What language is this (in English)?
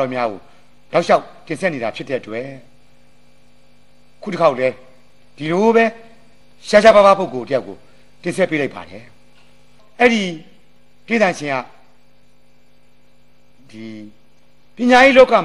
Burmese